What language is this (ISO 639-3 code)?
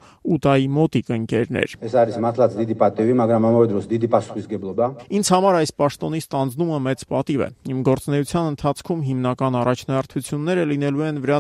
hye